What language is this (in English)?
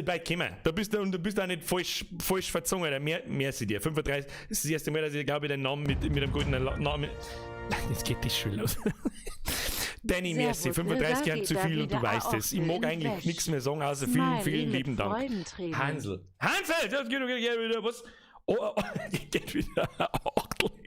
Bavarian